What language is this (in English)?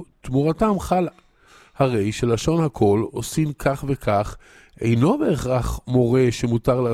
Hebrew